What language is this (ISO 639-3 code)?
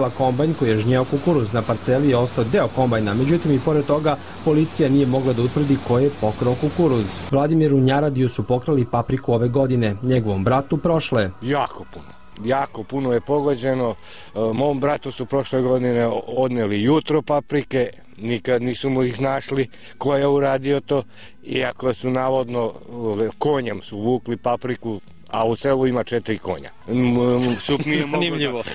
srp